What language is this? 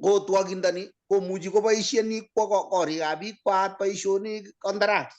Kalenjin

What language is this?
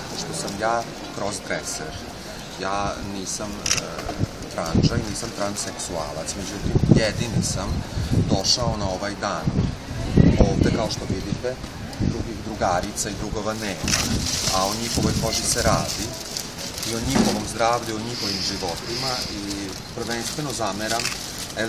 Serbian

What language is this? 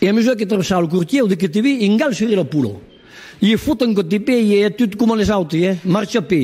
Occitan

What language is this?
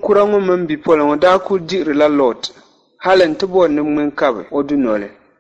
Dagbani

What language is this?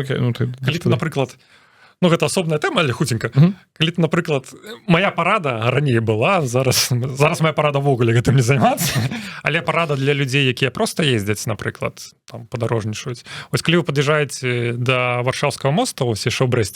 Belarusian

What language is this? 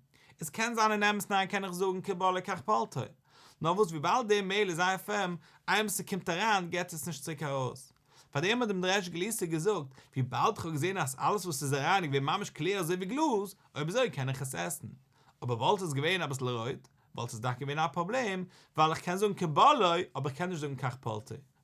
Yiddish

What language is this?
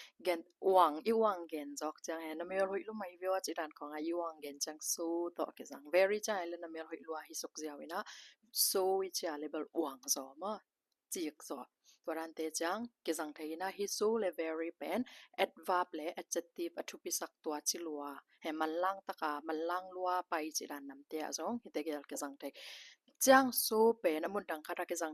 Tedim Chin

